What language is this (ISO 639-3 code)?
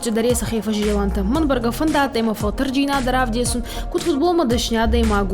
oss